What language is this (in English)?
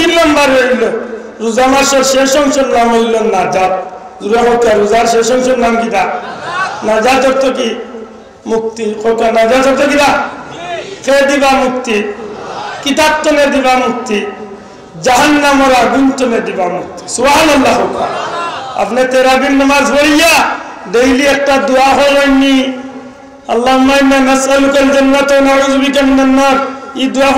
Sylheti